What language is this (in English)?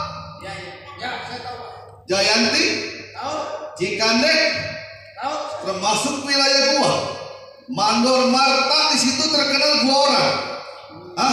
Betawi